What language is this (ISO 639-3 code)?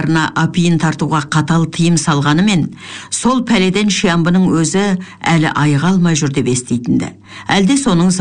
kaz